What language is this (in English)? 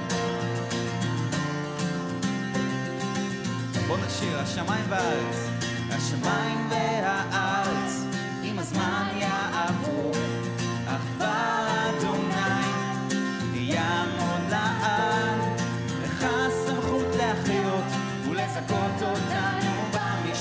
Hebrew